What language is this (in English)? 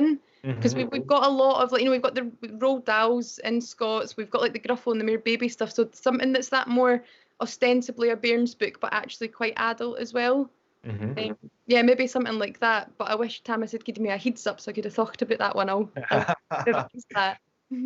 Scots